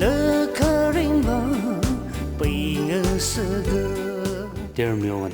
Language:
Tangkhul Naga (India)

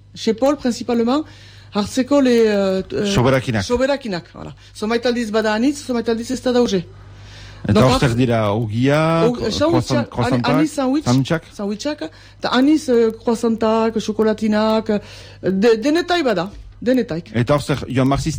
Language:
Basque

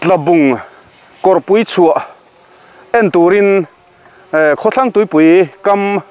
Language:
Mizo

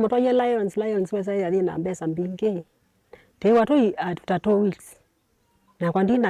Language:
Kamba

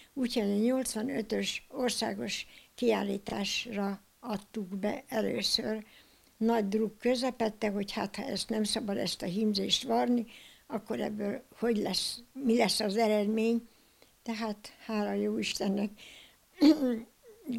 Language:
Hungarian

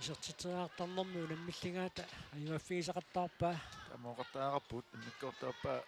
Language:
Kalaallisut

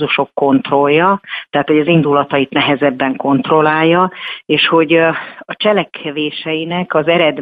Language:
Hungarian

